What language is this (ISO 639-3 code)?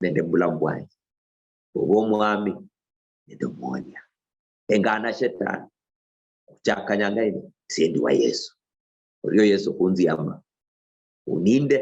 luy